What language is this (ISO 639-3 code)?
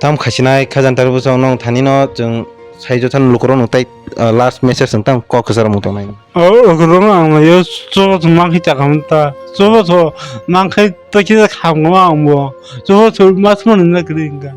trp